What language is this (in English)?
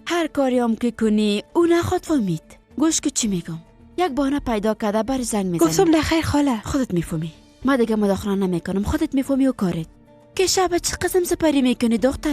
Persian